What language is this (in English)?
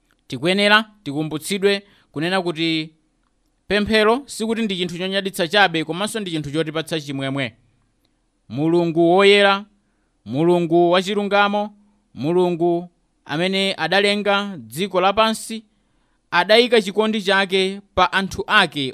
Nyanja